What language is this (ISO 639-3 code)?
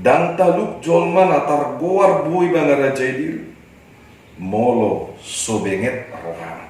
bbc